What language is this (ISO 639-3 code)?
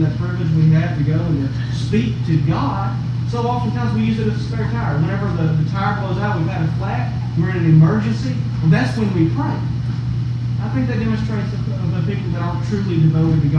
eng